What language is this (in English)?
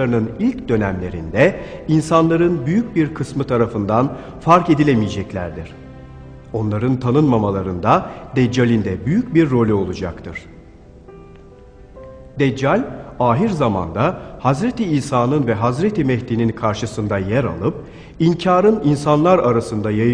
Turkish